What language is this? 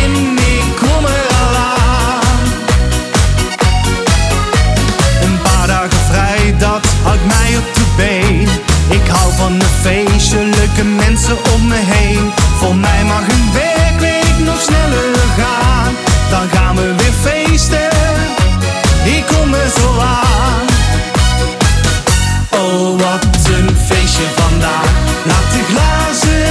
Dutch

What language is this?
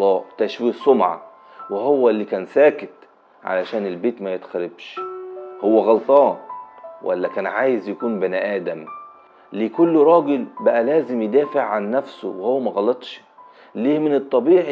Egyptian Arabic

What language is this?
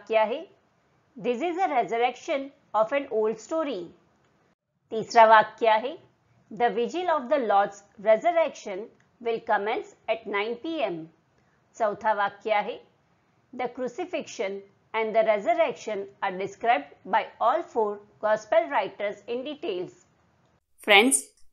Marathi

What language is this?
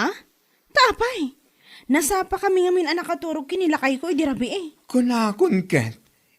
Iloko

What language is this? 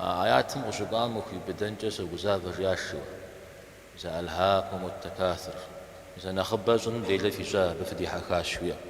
Kabardian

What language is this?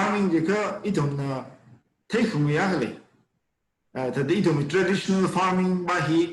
Tangkhul Naga (India)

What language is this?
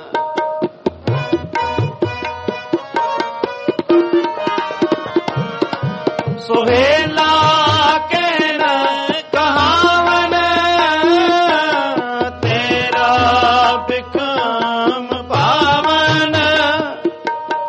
Punjabi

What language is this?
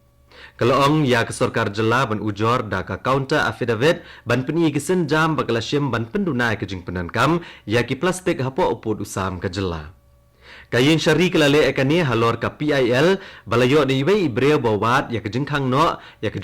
Khasi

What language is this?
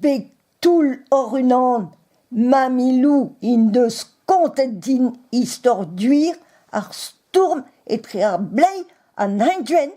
Breton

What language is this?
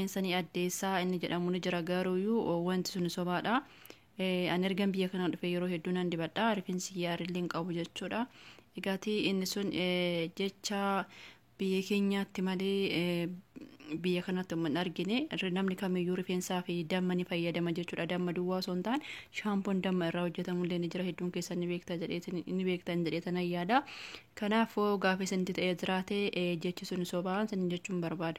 Oromo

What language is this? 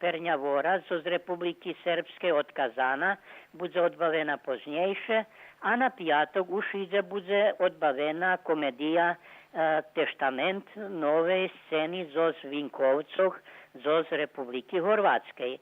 Rusyn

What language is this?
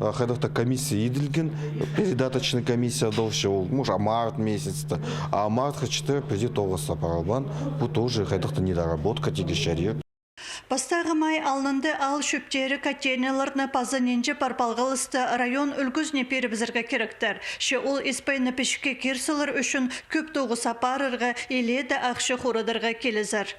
Khakas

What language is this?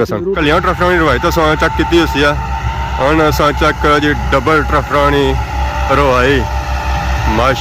Pahari-Potwari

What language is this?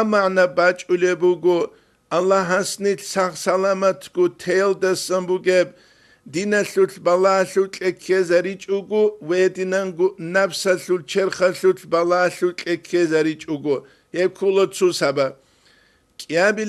Avaric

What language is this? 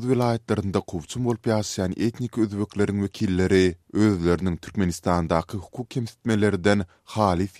Turkmen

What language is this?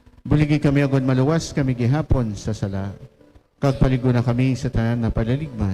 Hiligaynon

